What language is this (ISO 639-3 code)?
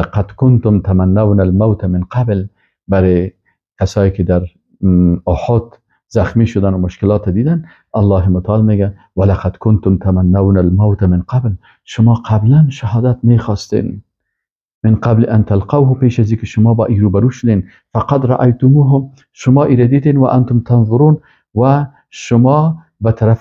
fas